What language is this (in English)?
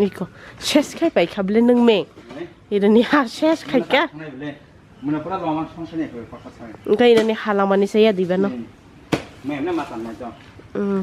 Kok Borok